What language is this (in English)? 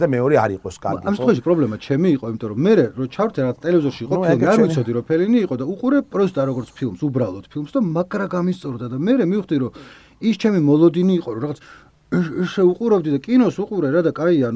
Georgian